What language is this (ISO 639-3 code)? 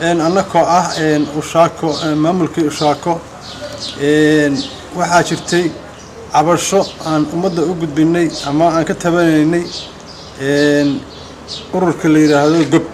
som